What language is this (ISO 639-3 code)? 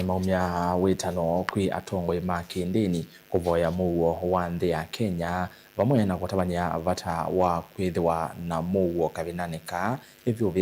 kam